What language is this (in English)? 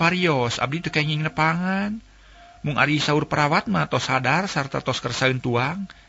Sundanese